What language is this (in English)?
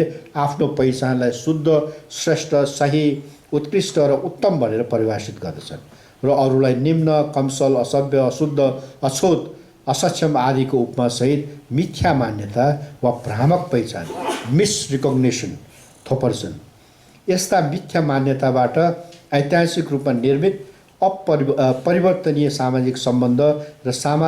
Nepali